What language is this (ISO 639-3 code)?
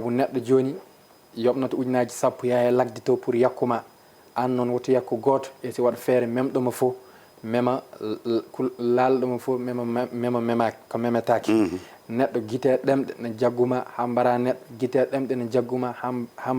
ful